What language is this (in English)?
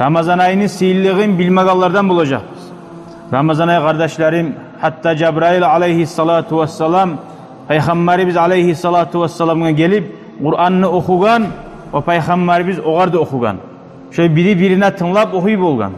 Kumyk